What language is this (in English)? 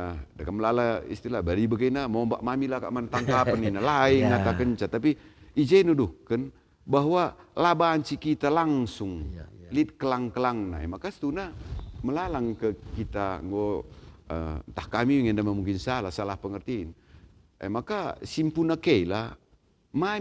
Batak Karo